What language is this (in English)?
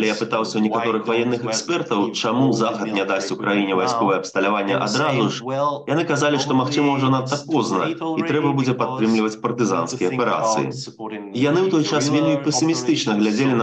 Belarusian